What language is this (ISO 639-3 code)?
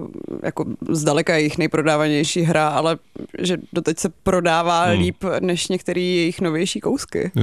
ces